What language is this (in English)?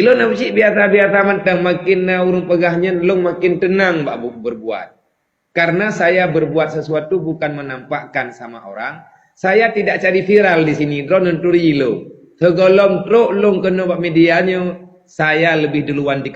Achinese